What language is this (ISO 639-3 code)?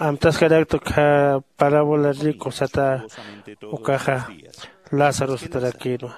aym